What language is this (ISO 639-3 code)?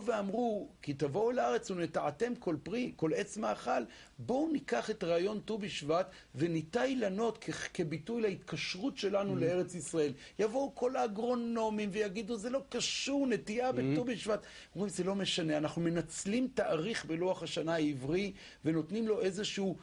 heb